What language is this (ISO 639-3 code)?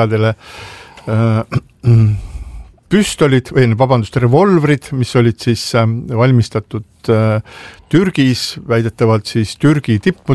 est